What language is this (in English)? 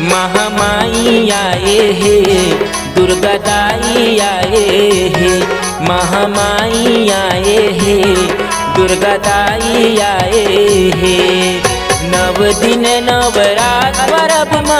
Chhattisgarhi